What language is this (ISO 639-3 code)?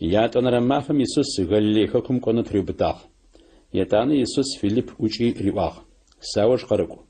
ady